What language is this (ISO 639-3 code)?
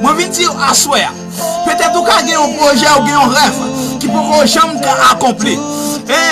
hat